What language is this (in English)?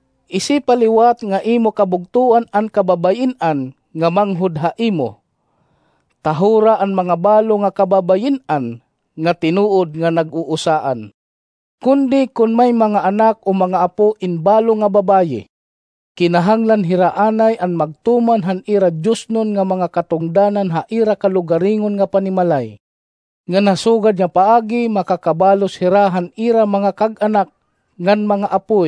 Waray